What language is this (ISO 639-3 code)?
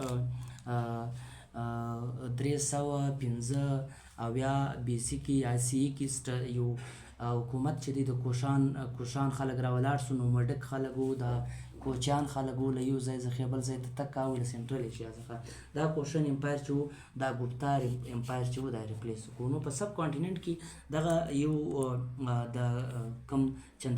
pus